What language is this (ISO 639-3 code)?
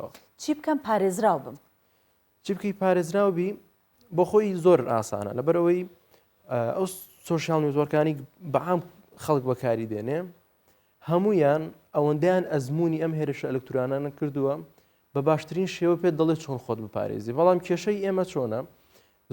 ckb